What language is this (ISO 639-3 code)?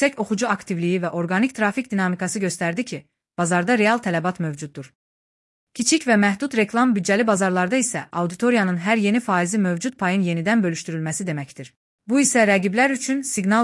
aze